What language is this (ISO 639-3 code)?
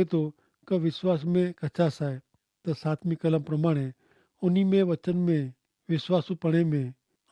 kfr